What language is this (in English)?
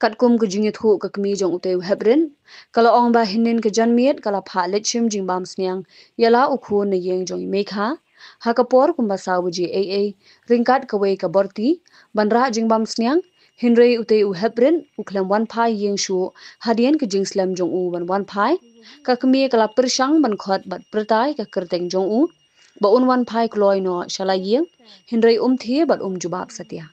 Khasi